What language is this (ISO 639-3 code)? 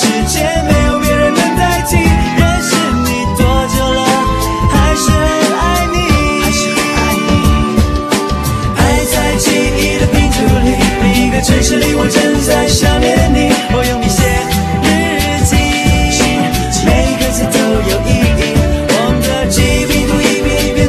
zho